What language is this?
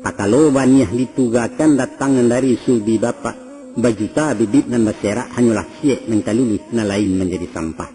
Minangkabau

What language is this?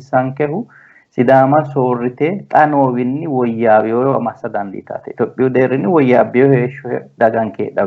Sidamo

